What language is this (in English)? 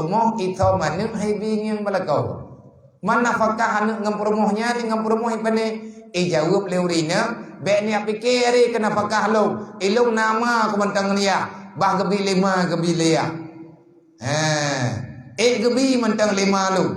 Achinese